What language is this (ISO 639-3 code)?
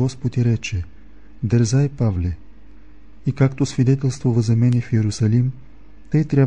bul